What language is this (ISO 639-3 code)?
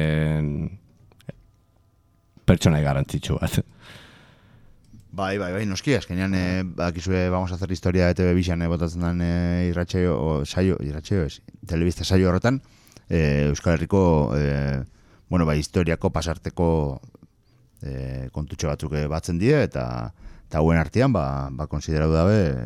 eus